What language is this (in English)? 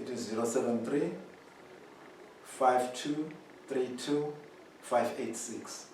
Zulu